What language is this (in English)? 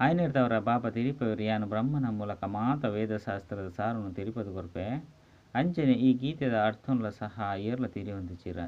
Tulu